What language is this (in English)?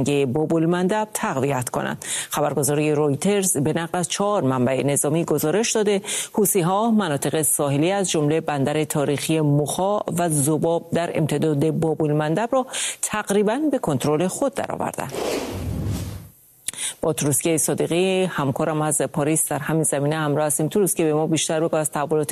Persian